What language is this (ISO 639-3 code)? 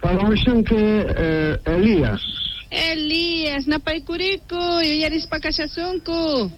quh